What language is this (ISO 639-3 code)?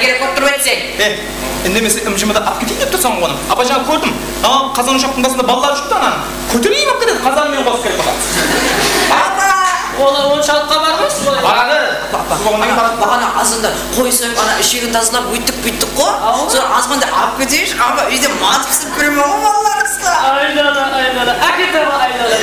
kaa